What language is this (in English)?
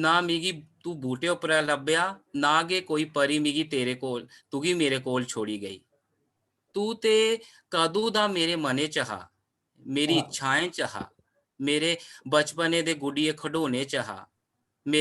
Dogri